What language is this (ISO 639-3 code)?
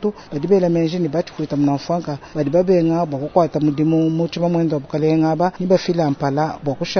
lua